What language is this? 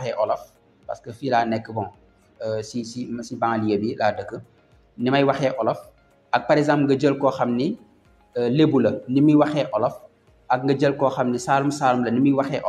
Wolof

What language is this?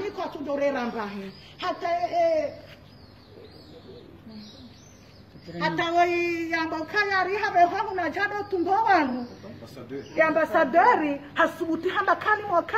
Swahili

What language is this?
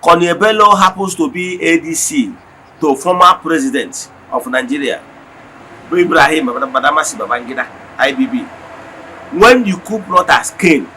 Igbo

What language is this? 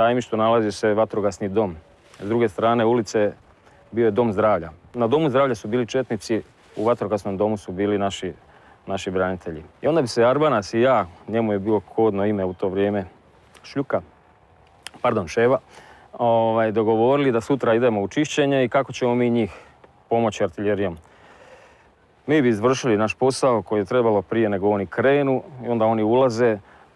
Croatian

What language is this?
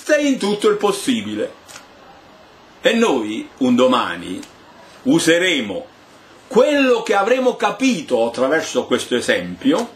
Italian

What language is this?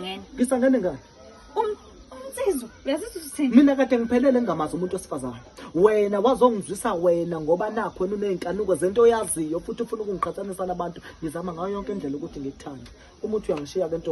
Zulu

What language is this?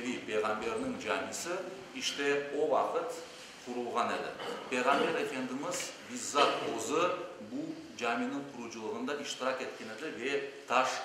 Crimean Tatar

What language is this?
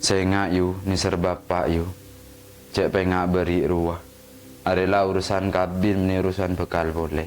Madurese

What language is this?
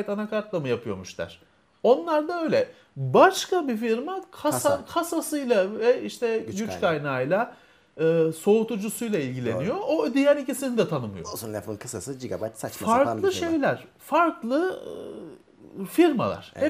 Turkish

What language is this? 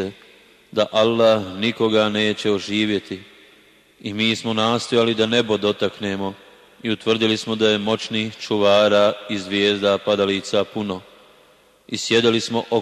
Bosnian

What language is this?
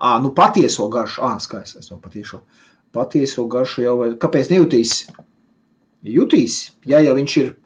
Latvian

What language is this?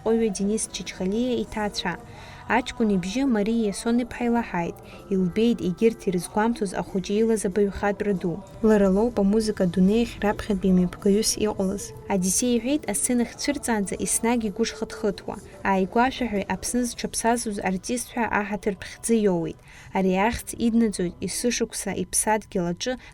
Abkhazian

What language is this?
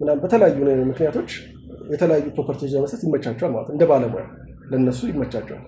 Amharic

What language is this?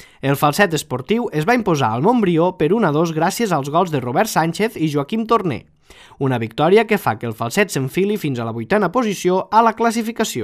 Catalan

